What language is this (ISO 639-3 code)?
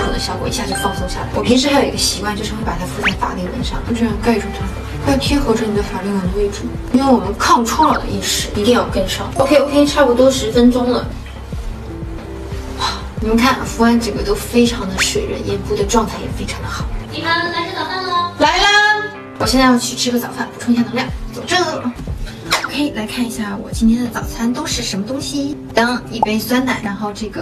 zho